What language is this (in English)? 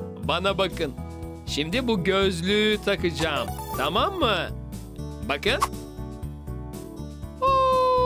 Turkish